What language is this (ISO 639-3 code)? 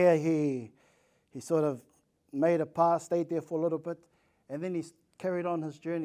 mri